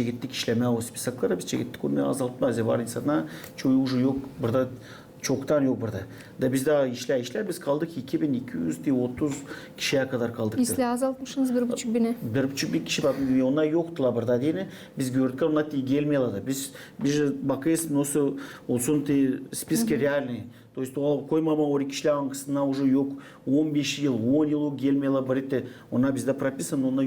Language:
Gagauz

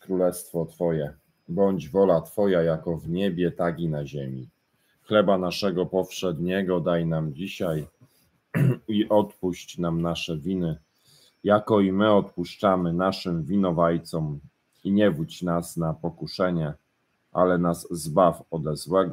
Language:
Polish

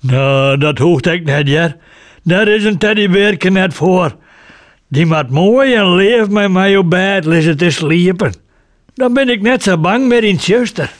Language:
Western Frisian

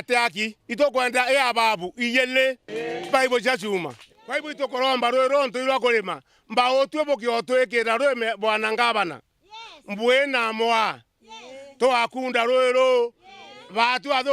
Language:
Meru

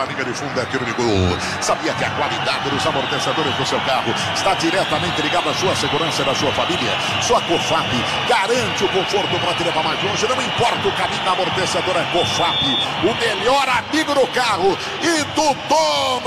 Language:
Portuguese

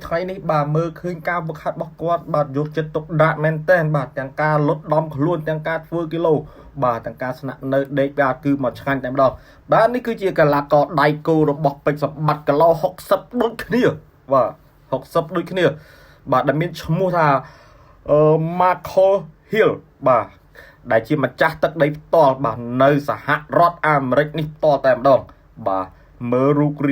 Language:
Khmer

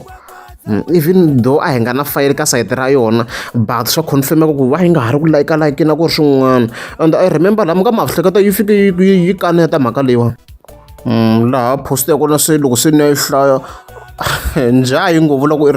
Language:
Tsonga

